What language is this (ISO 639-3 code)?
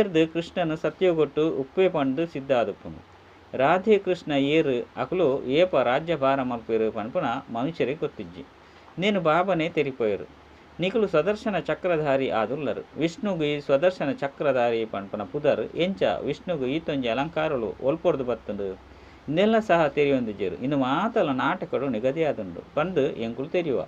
tcy